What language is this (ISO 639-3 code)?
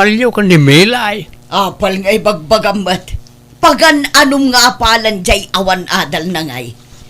ilo